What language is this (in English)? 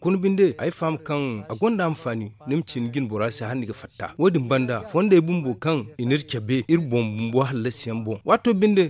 Zarma